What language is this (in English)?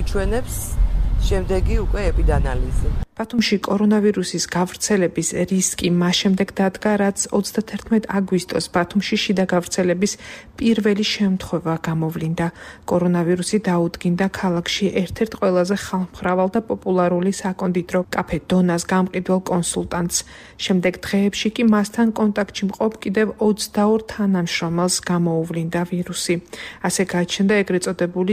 Georgian